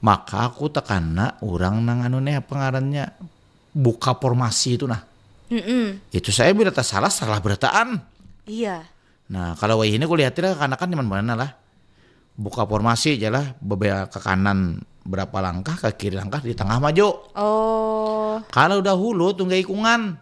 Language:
Banjar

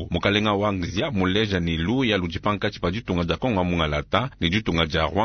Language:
Luba-Lulua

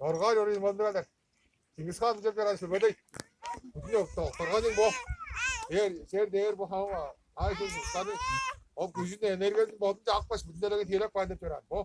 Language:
Tuvinian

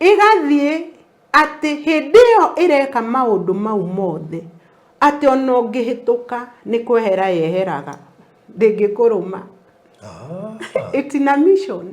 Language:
Kikuyu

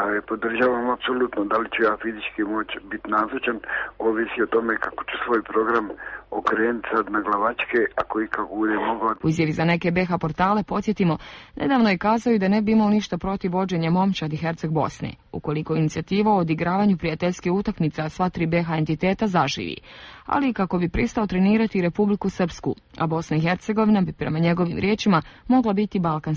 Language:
Croatian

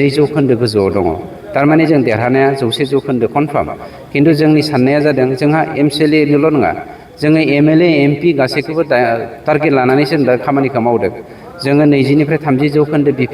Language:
Bodo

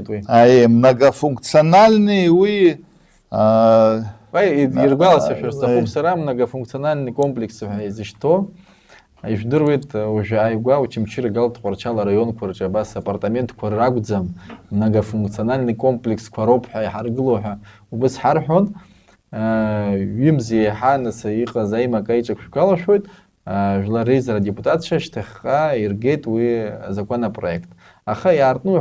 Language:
Abkhazian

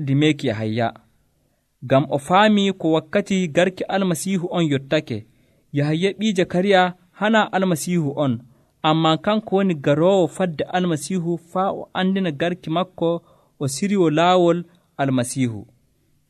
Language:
Nigerian Fulfulde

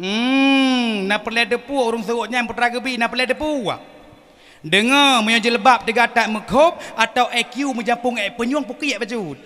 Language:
Achinese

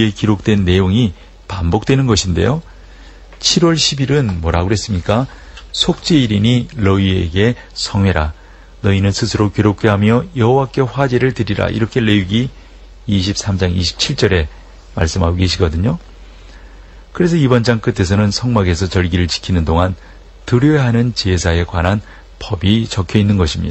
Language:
Korean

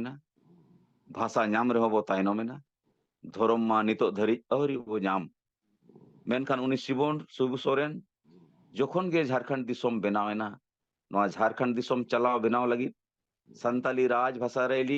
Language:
Santali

